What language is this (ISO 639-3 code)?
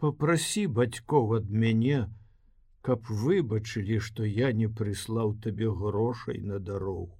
bel